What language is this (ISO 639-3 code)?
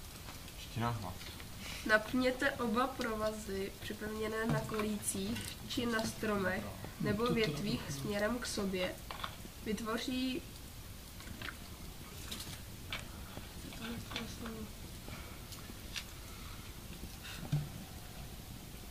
ces